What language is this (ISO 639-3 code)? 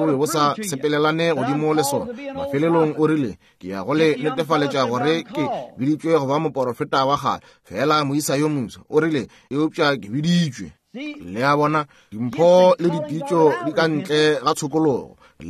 nso